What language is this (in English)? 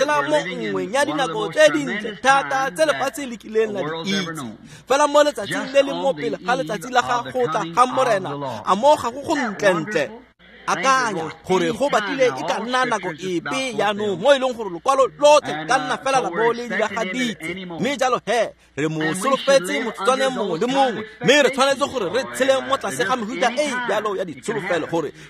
Tswana